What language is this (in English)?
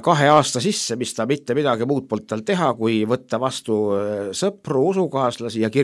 Estonian